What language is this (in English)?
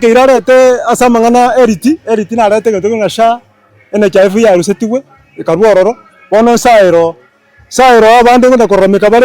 Gusii